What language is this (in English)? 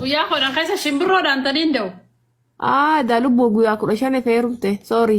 Oromo